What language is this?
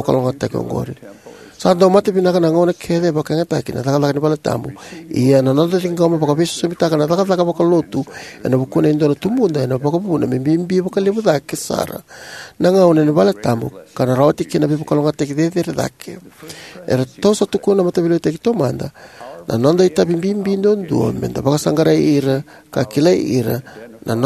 Fijian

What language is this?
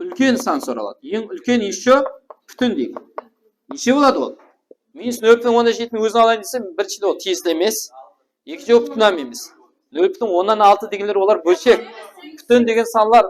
Kara-Kalpak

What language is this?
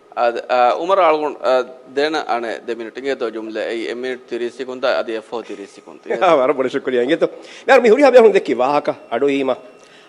Divehi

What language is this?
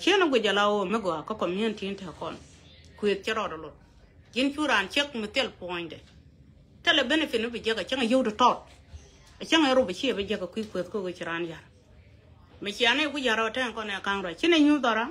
Nuer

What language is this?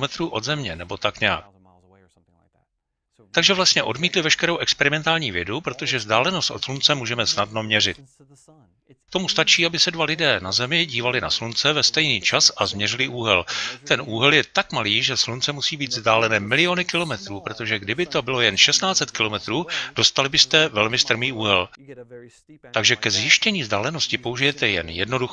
Czech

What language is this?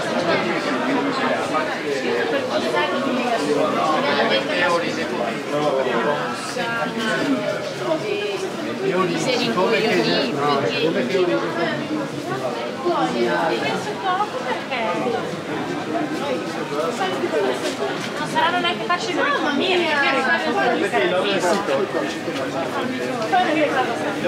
Italian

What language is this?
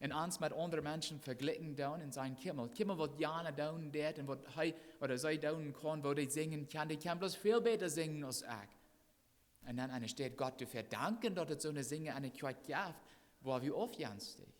Plautdietsch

